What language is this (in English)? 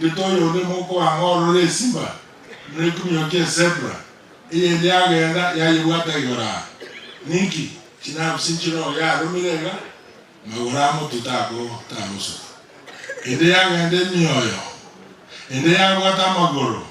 Gusii